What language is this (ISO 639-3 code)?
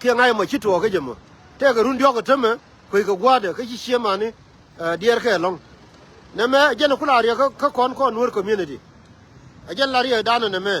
nus